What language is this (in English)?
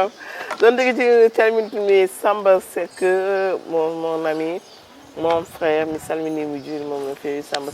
Fula